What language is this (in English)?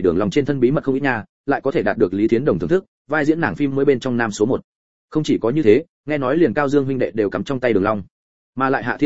Vietnamese